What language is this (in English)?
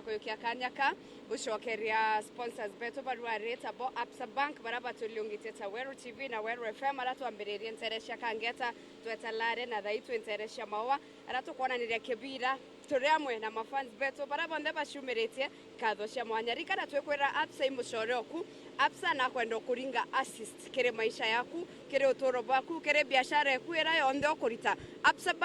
Meru